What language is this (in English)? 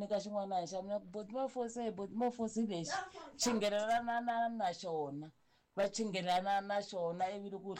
Tsonga